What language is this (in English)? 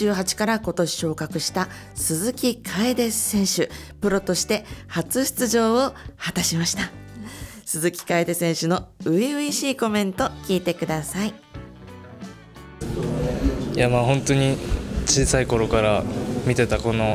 Japanese